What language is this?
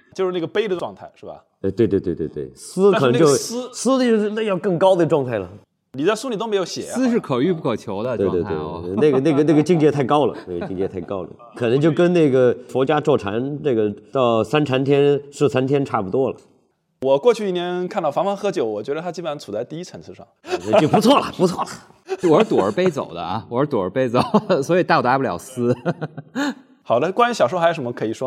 Chinese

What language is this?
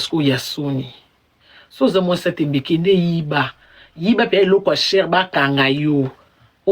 Lingala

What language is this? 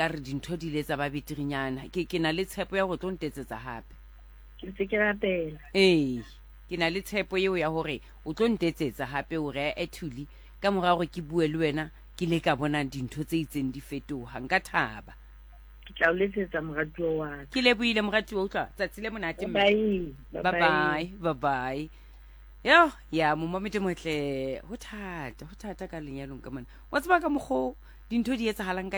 Southern Sotho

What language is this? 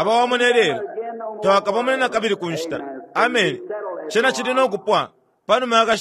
Bemba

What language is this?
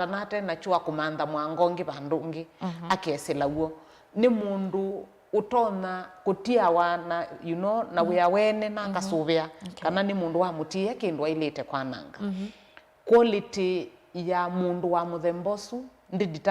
Kamba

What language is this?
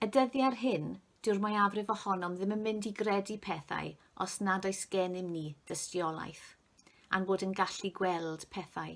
Welsh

